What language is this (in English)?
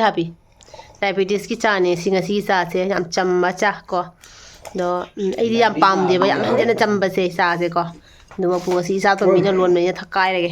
Manipuri